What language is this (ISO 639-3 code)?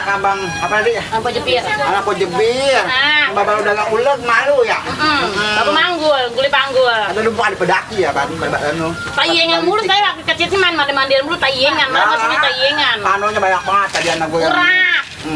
bew